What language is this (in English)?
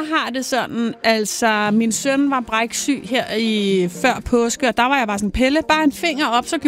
Danish